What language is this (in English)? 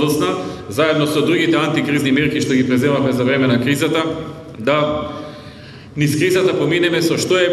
Macedonian